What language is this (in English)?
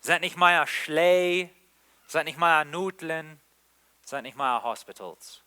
Plautdietsch